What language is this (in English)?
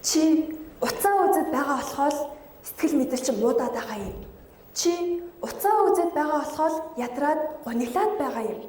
Mongolian